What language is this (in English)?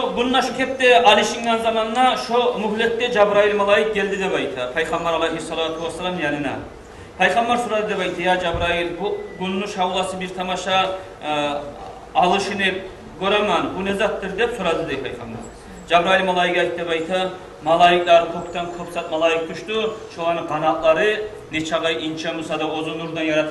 Kumyk